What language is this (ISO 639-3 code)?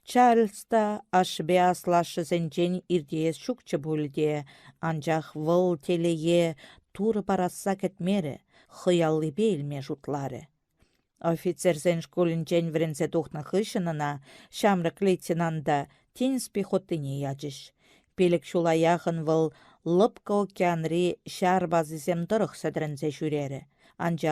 chv